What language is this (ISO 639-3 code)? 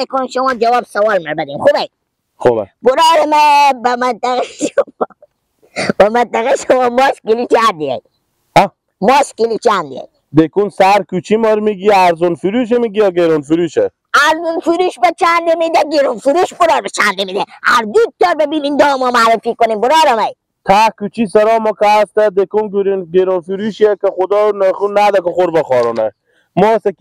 fas